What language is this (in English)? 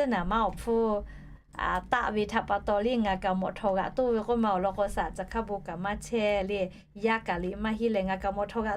Lahu